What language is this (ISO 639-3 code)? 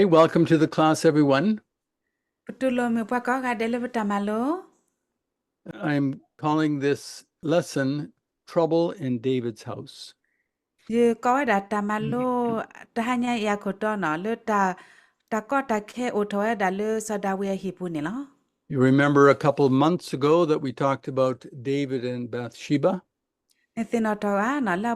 ksw